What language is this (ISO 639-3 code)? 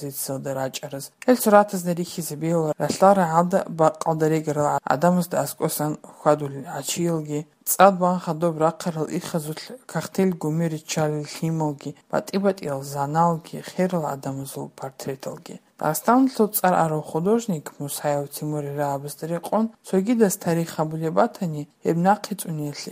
ava